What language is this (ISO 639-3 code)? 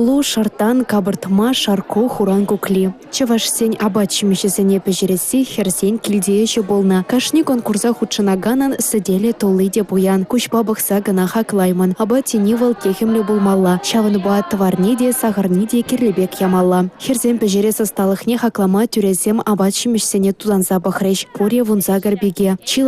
chv